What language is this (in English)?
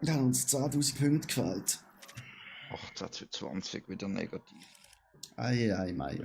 Swiss German